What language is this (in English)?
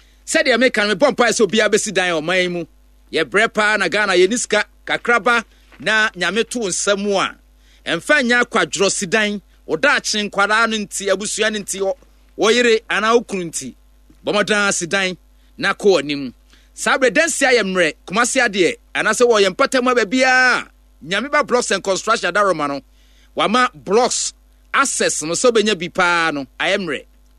Akan